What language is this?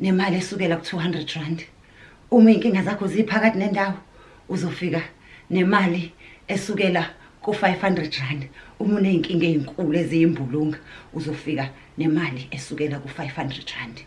Zulu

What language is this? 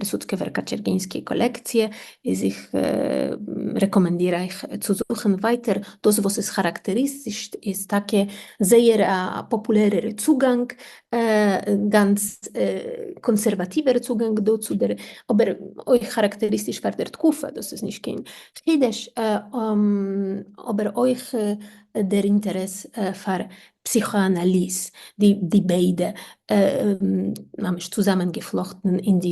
Yiddish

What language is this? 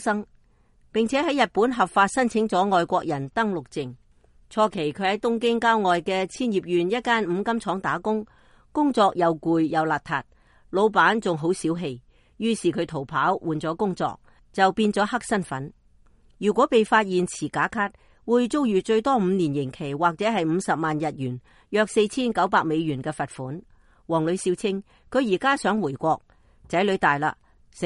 Cantonese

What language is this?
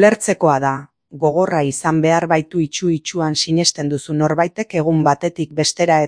Basque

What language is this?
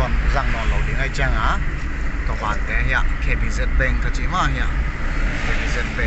Paite Chin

